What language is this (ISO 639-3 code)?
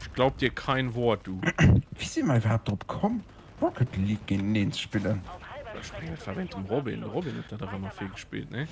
ltz